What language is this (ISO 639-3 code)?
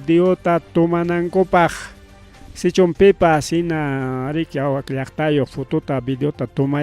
quy